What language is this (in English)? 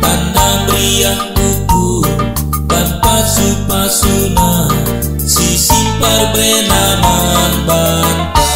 Batak Karo